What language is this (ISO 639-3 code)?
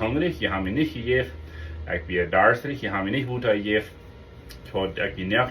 pdt